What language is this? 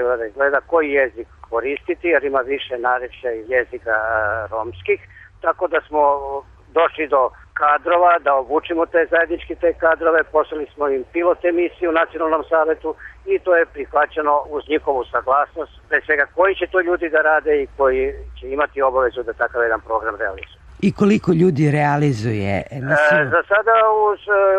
Serbian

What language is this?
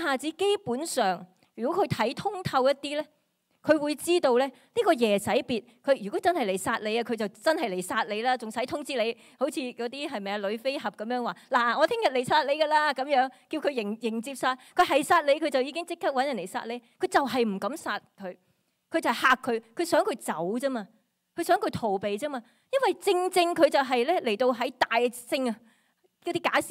Cantonese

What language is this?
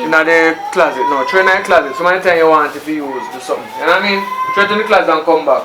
Jamaican Creole English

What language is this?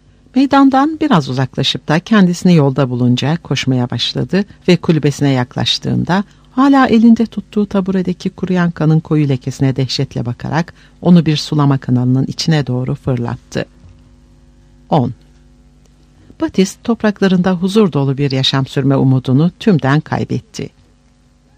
Turkish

